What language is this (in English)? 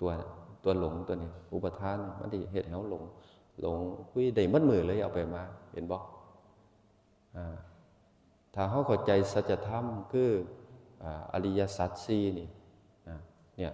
Northeastern Thai